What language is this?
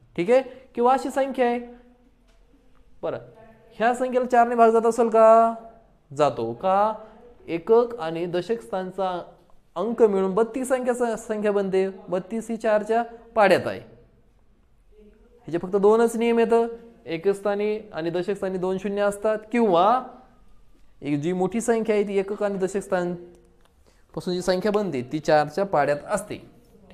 Marathi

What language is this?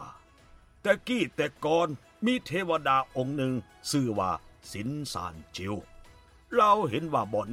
Lao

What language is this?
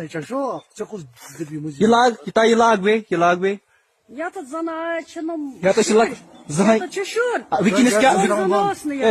Kashmiri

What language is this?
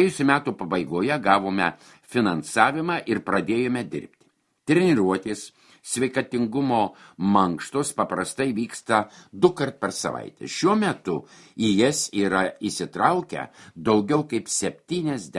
Lithuanian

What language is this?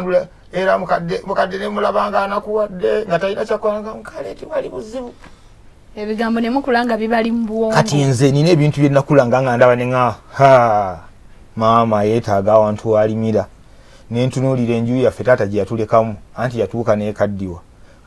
Ganda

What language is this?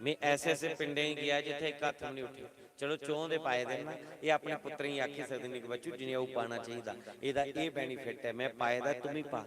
Dogri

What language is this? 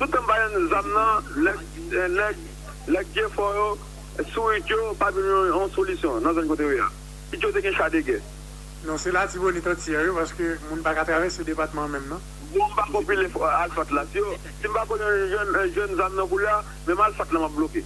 Haitian Creole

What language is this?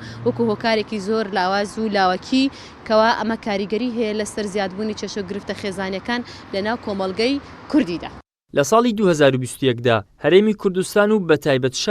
Central Kurdish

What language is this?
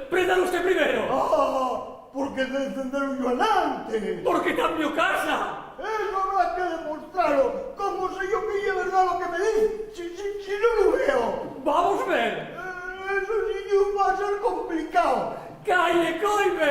Asturian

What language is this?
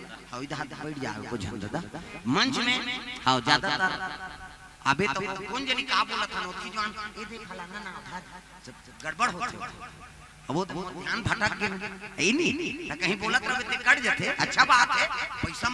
Chhattisgarhi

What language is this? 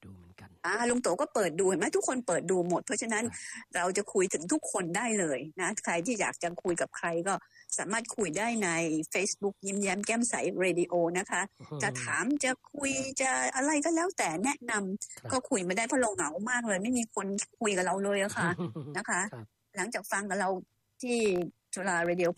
Thai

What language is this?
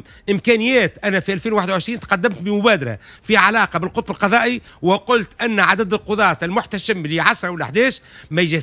Tunisian Arabic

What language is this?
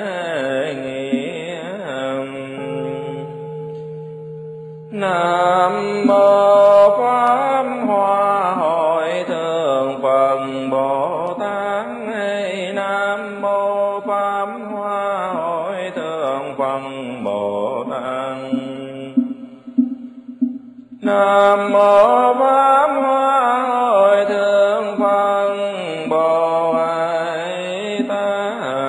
Vietnamese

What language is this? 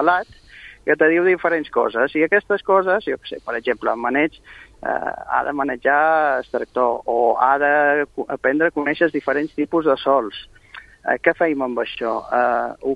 Catalan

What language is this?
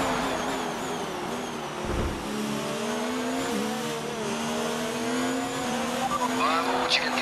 French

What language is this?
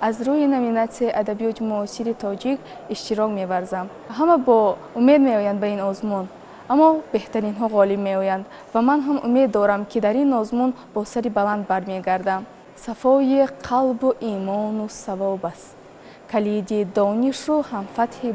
Tajik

